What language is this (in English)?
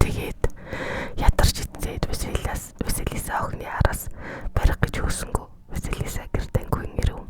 Mongolian